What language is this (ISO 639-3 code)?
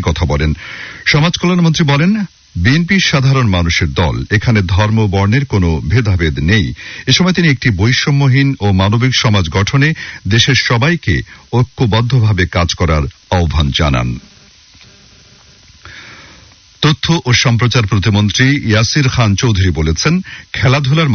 ben